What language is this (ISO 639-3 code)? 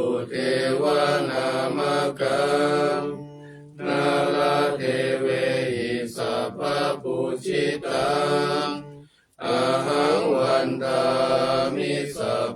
pli